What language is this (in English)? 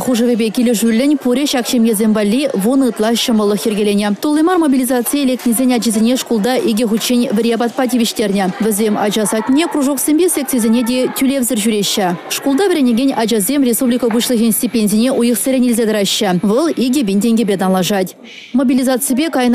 Chuvash